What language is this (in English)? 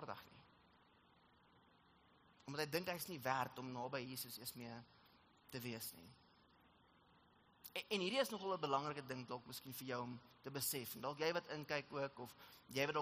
Afrikaans